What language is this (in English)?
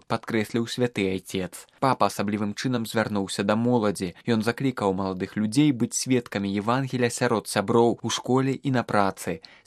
Belarusian